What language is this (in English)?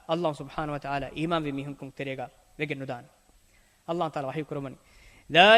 Divehi